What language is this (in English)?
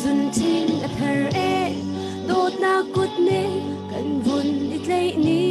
Hakha Chin